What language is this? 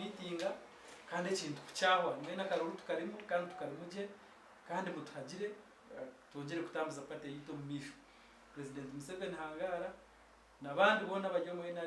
Nyankole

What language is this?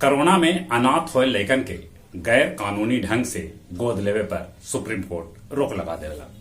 Magahi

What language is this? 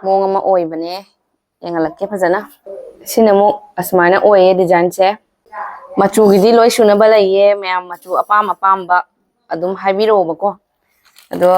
Manipuri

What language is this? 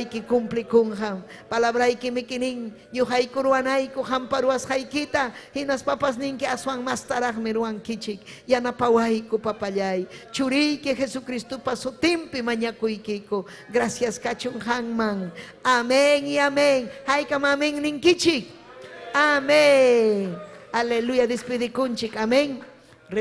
Ayacucho Quechua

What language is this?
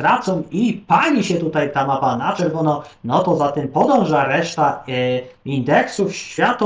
Polish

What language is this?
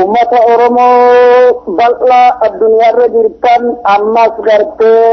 Oromo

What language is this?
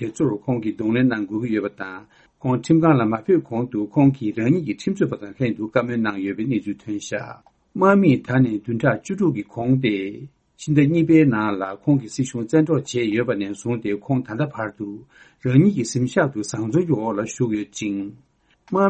Tibetan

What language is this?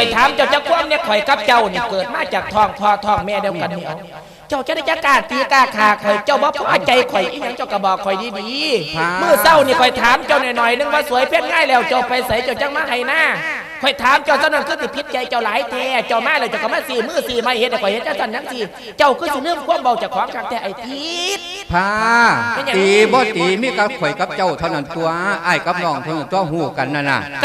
Lao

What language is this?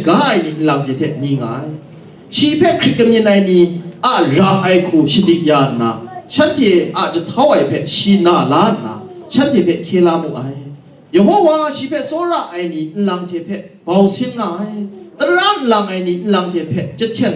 Kachin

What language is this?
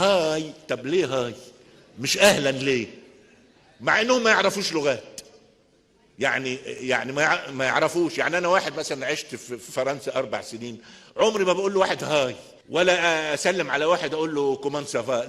Egyptian Arabic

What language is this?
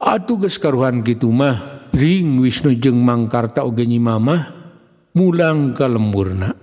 Sundanese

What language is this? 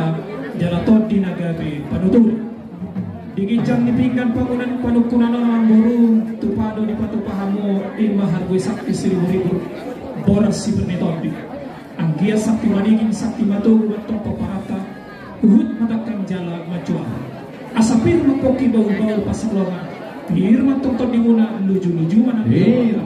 Batak Toba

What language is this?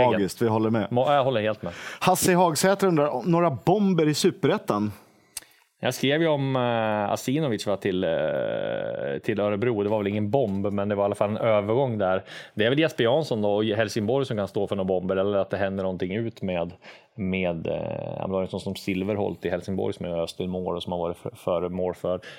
Swedish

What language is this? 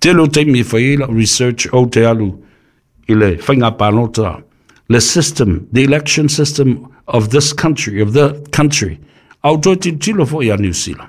Samoan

